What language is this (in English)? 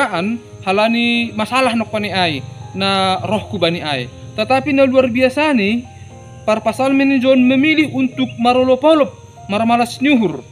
Batak Simalungun